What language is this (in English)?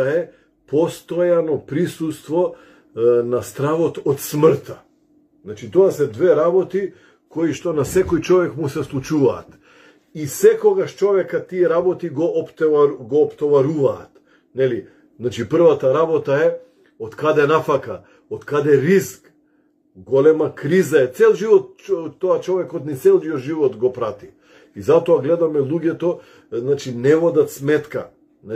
Macedonian